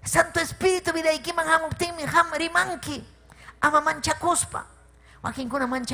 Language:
Ayacucho Quechua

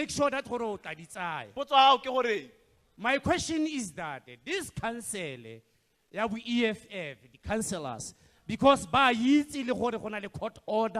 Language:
Tswana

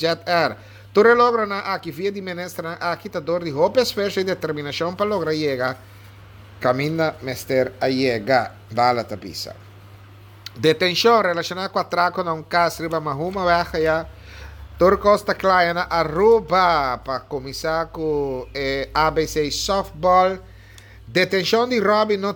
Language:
Papiamento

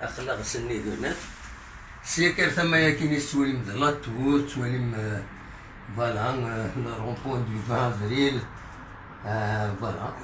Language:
Kabyle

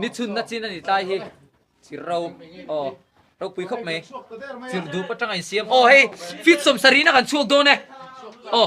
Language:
Mizo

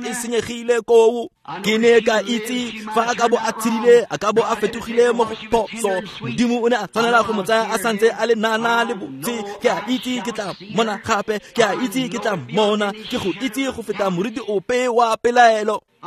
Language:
Tswana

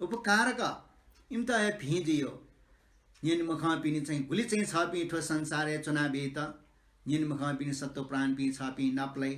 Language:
Newari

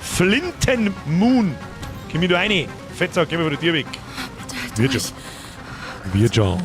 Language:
Bavarian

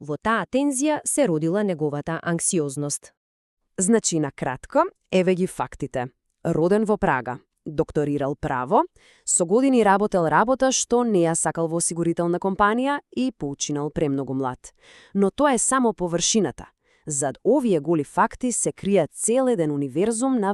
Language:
Macedonian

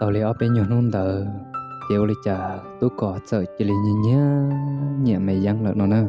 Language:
Hmong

